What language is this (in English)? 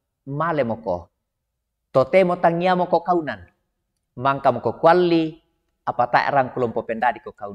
Toraja-Sa'dan